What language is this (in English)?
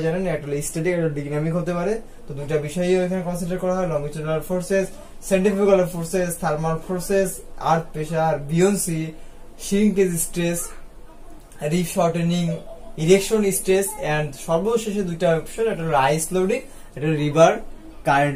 Bangla